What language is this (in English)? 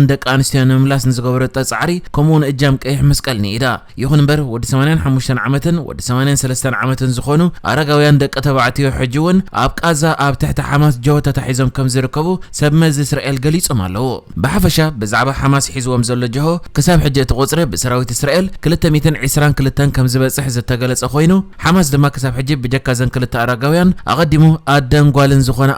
Tigrinya